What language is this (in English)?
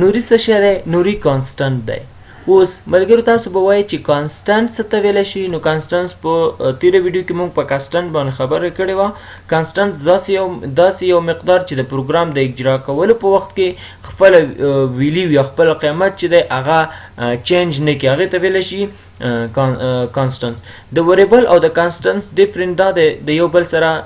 Pashto